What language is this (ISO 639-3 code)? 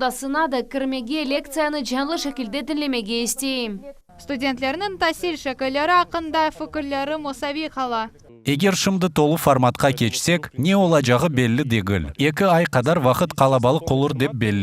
crh